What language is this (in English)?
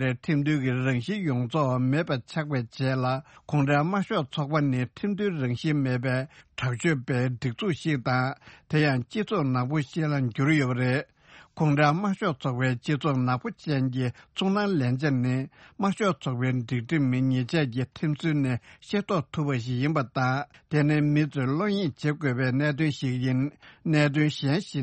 Tibetan